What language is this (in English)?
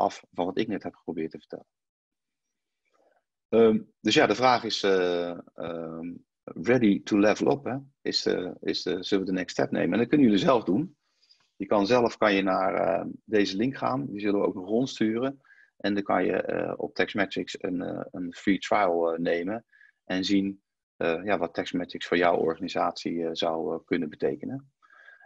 Dutch